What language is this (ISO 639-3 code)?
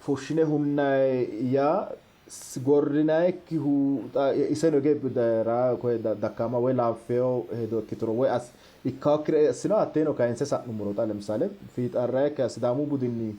sid